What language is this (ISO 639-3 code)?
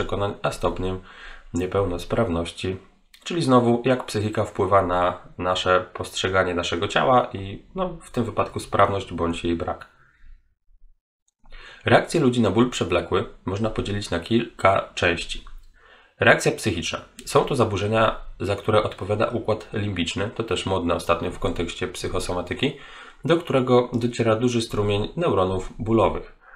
pol